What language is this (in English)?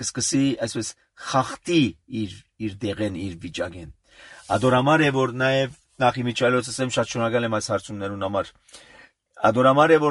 Armenian